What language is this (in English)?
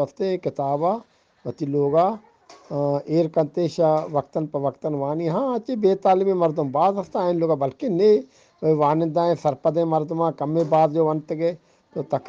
Eastern Balochi